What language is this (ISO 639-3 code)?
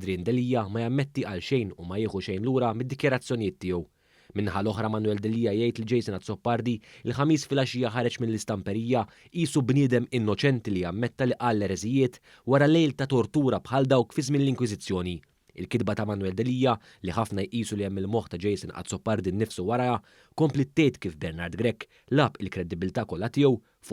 mlt